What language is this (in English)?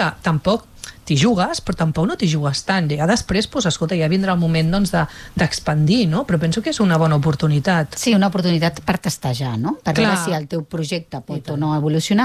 Catalan